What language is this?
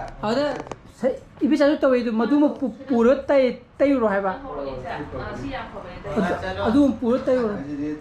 Manipuri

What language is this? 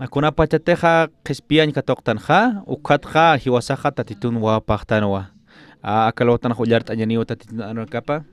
Aymara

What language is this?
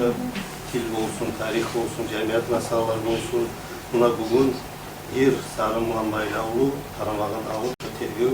Kumyk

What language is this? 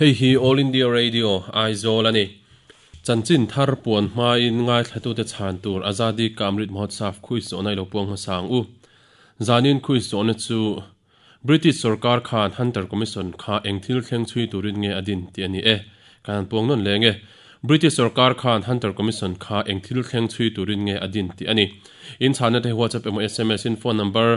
Mizo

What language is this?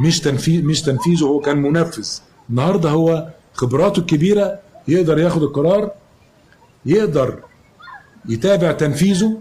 Egyptian Arabic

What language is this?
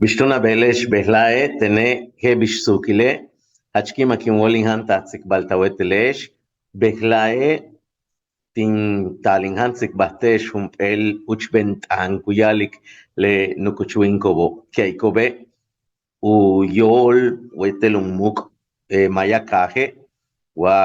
Yucateco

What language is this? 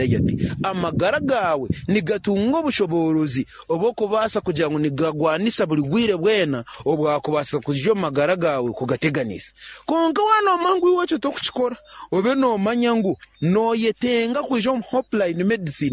Nyankole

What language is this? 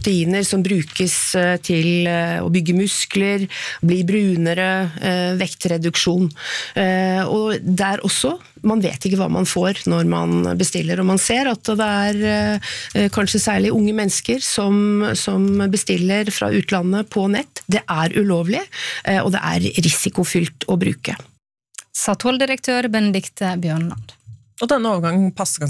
Norwegian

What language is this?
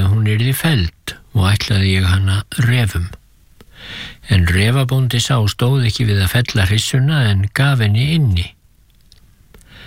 Icelandic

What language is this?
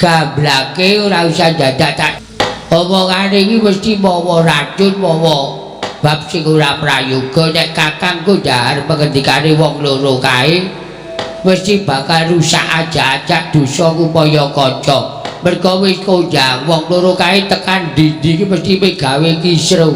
Javanese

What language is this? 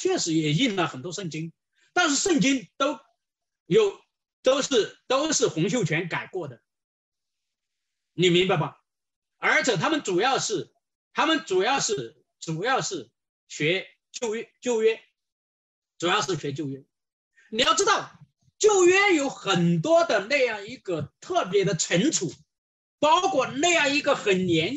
Chinese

